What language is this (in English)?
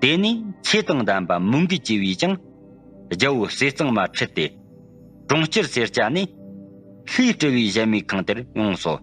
Tibetan